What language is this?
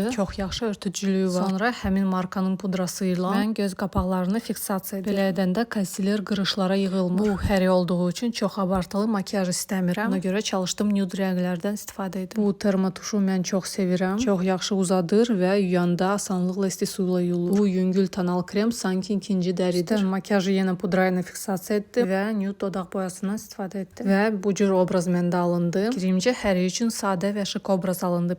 Azerbaijani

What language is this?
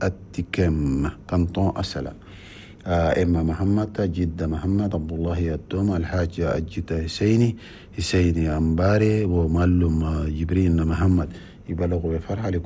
Chadian Arabic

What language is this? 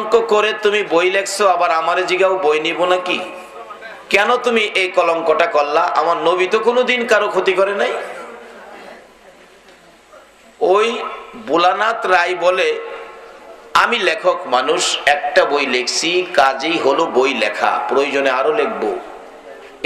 Bangla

